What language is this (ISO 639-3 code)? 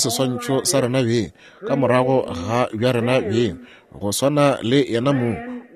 nso